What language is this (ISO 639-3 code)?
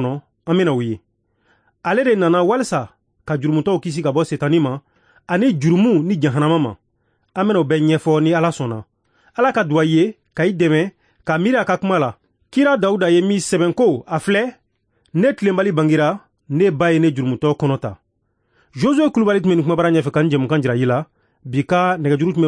bam